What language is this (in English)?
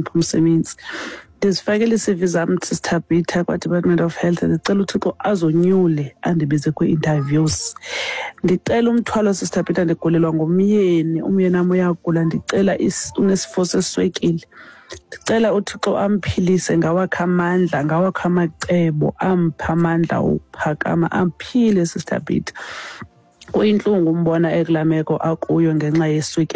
Xhosa